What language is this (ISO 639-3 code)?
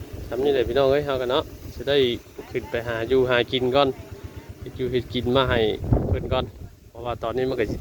tts